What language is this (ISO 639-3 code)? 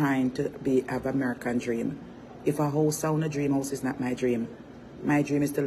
jam